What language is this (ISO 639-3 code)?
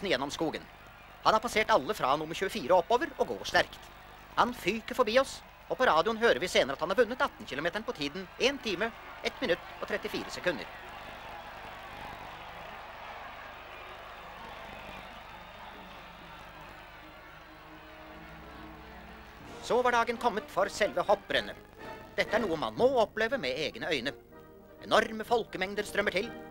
nor